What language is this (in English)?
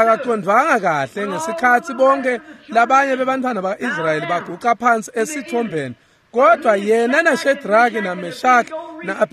Swati